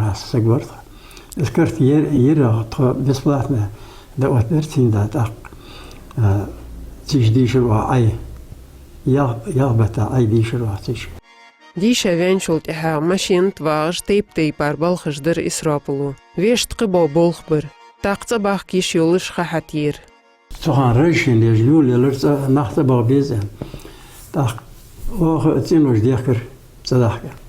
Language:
Ingush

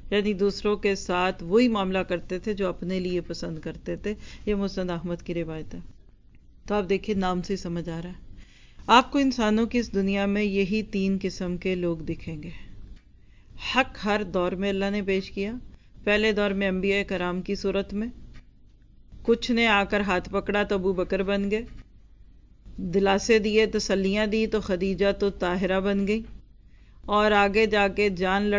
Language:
Urdu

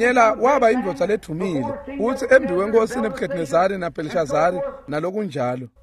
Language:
Swati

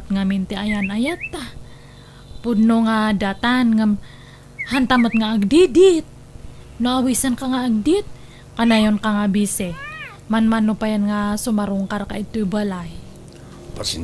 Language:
Iloko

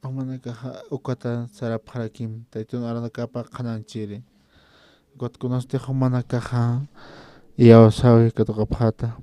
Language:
Aymara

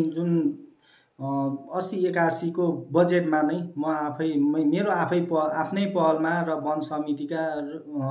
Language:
Nepali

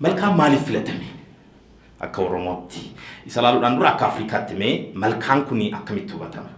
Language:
Oromo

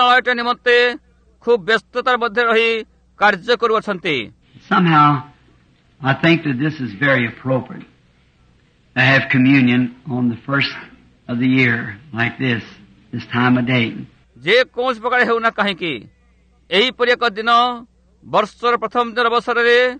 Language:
Odia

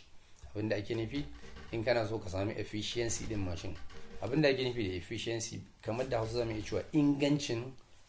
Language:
Hausa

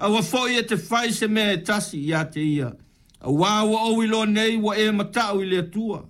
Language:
Samoan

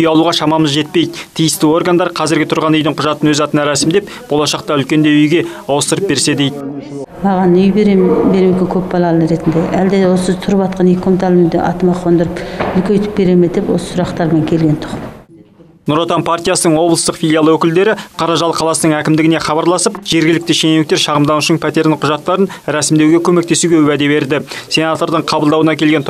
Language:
Kazakh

